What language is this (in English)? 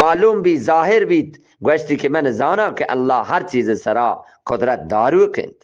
Eastern Balochi